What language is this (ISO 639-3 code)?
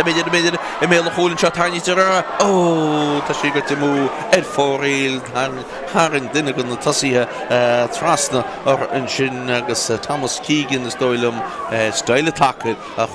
gle